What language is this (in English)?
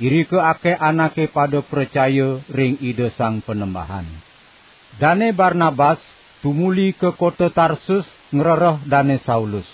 Balinese